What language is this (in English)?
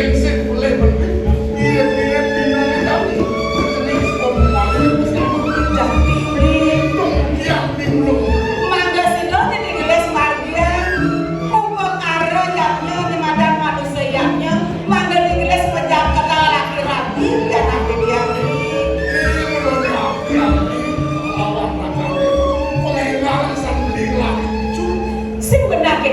Balinese